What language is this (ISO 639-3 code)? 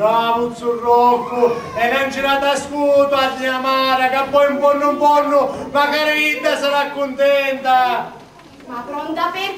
scn